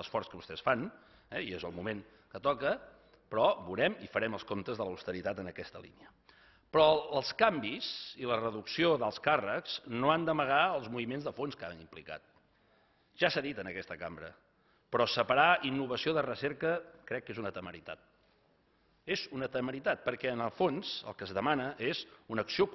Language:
Catalan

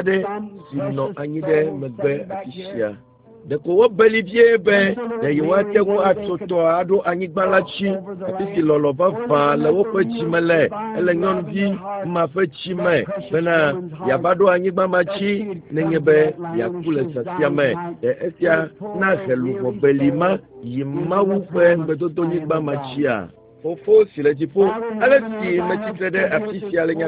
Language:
Ewe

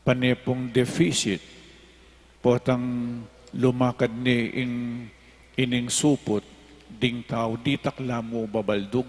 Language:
Pampanga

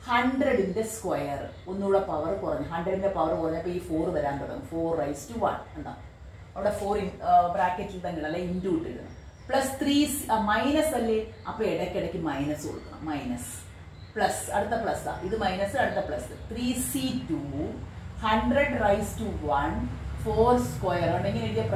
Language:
Malayalam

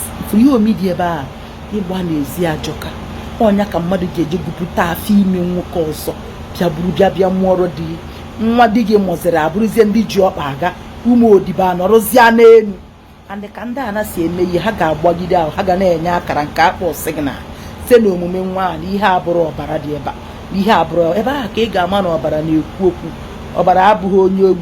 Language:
Igbo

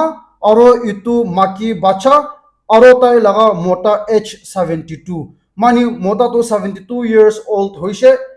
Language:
Naga Pidgin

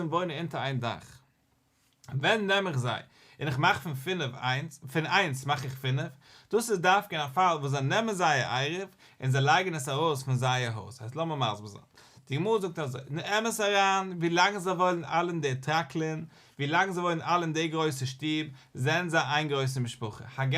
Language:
Yiddish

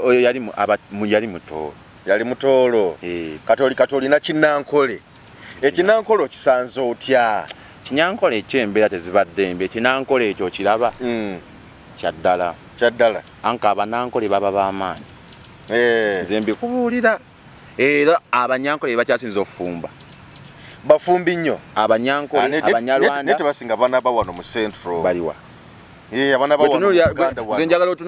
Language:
Ganda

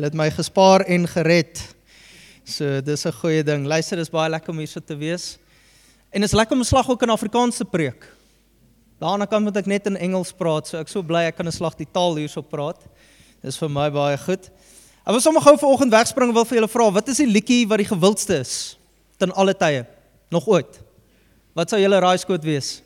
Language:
Afrikaans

